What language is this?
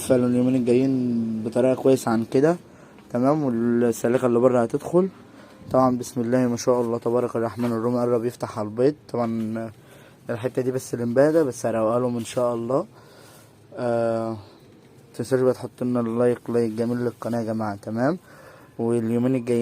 Egyptian Arabic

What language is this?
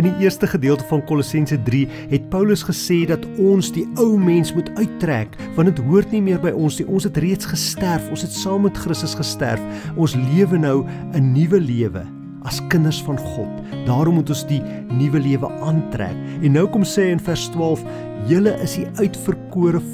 Afrikaans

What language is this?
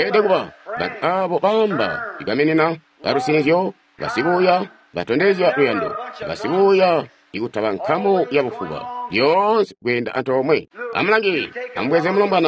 Tonga (Zambia)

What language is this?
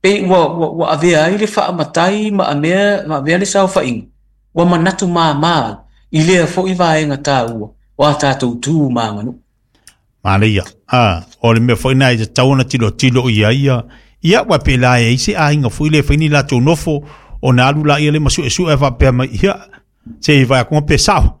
Samoan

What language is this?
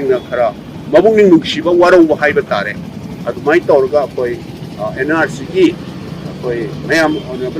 Manipuri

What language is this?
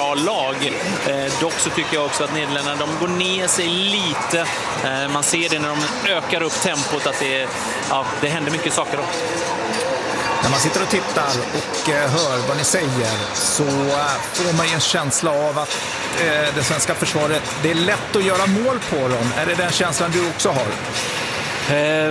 Swedish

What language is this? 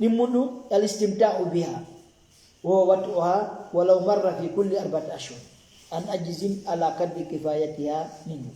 Fula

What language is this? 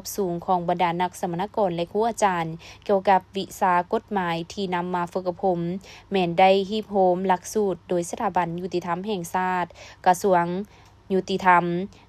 Lao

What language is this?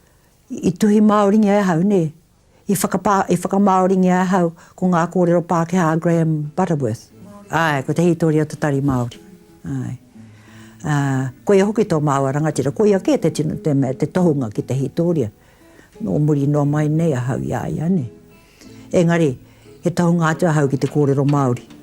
Māori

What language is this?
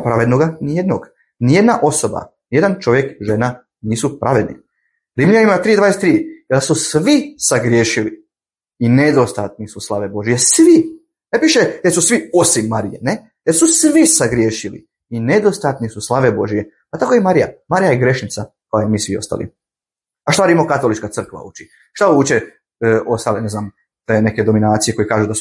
Bosnian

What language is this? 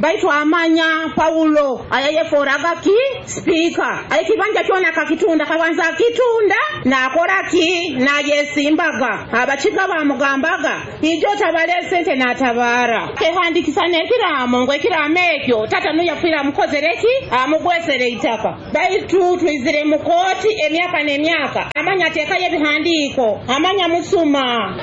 Nyoro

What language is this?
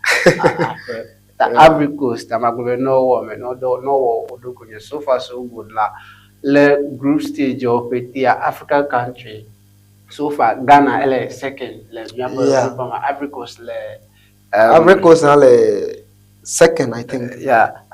Ewe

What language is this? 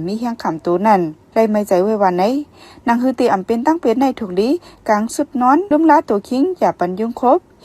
Shan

